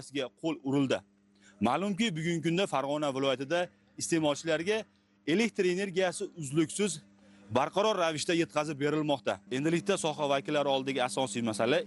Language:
Uzbek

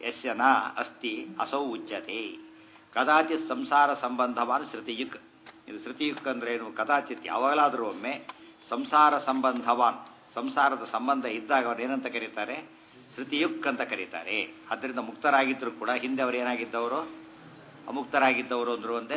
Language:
Kannada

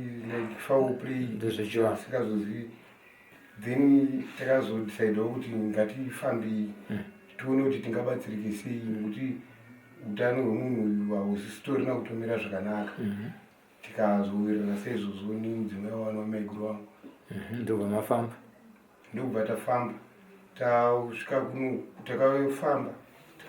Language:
Shona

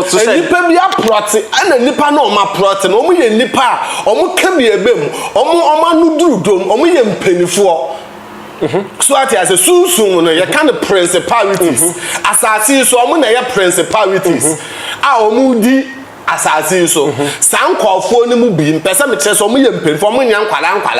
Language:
Akan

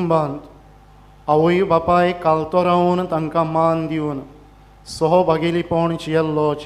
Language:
Konkani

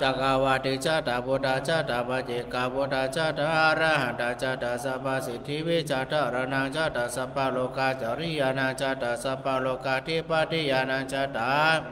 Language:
Pali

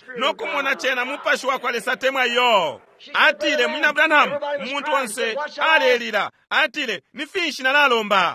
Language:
Bemba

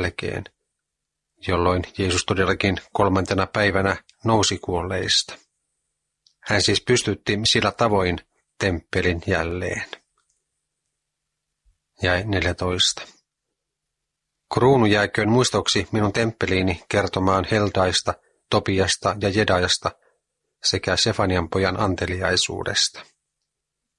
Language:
Finnish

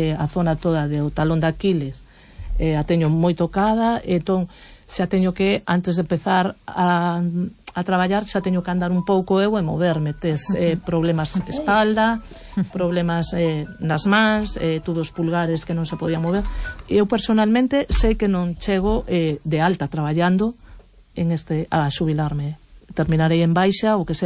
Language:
Galician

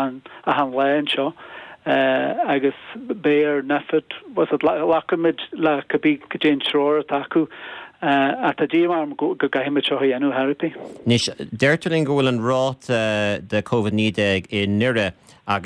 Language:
Irish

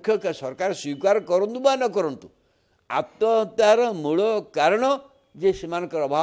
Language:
Odia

